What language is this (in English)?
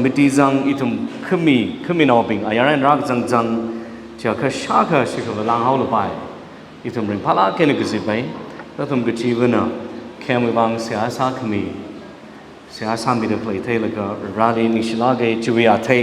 Tangkhul Naga (India)